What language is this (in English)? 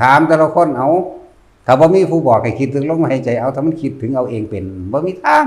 Northeastern Thai